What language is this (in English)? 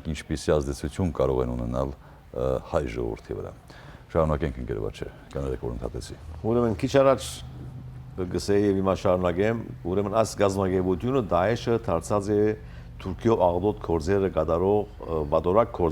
Western Armenian